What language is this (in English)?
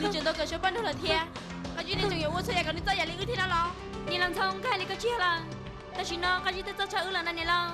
Hmong